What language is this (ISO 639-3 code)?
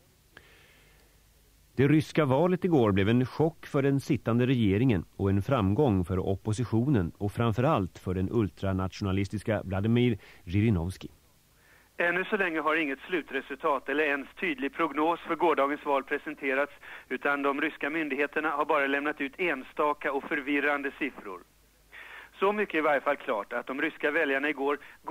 swe